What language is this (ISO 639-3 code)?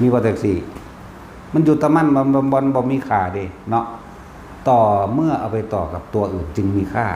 tts